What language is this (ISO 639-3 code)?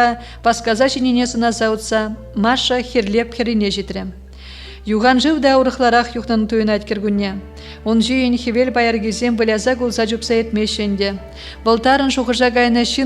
chv